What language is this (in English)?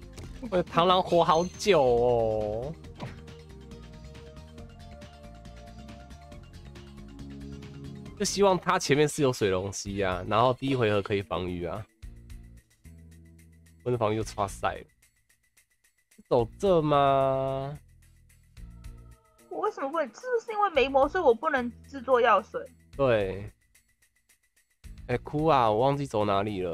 Chinese